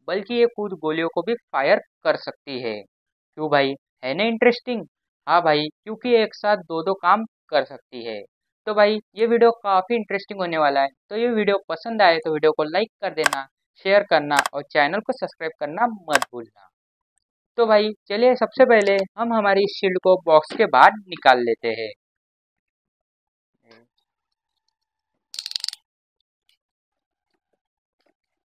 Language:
Hindi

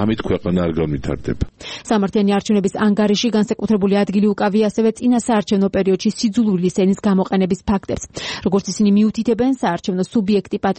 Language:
Georgian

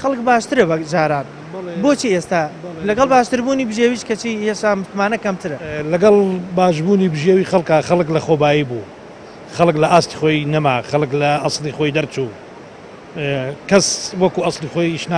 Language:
Central Kurdish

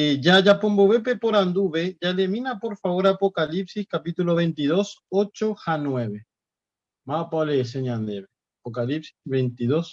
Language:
Guarani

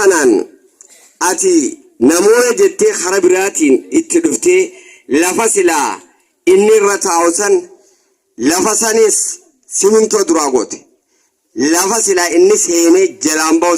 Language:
Oromo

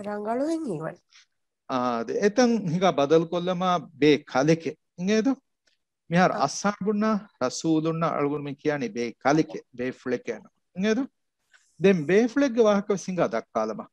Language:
Divehi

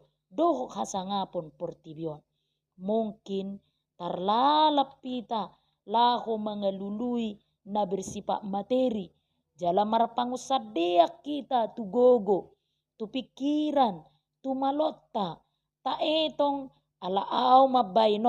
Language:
Batak Toba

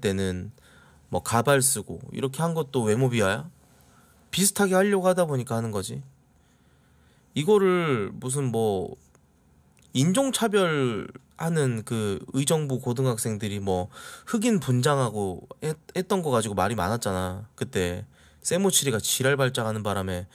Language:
Korean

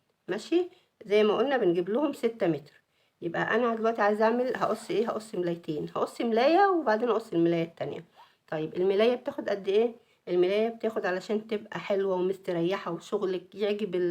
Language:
Egyptian Arabic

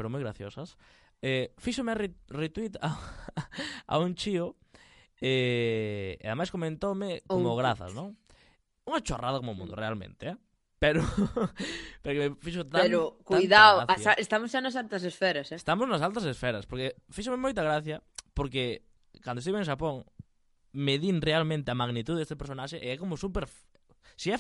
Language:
Galician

